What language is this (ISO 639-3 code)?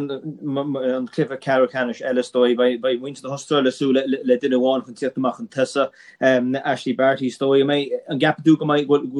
gle